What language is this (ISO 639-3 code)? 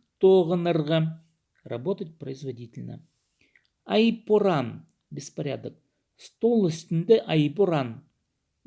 kjh